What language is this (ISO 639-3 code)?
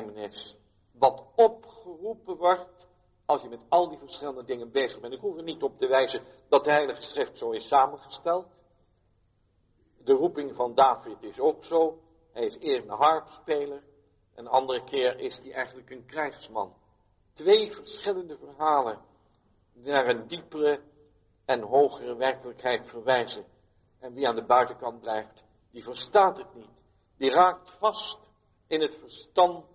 nld